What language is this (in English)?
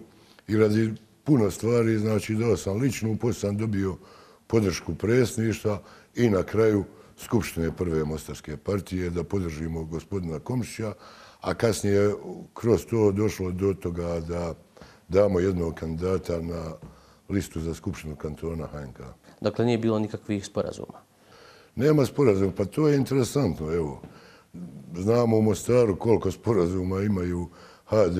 Bosnian